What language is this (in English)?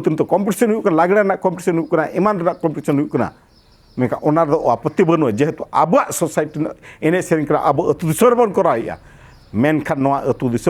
Santali